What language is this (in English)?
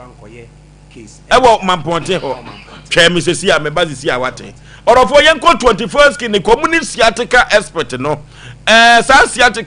Akan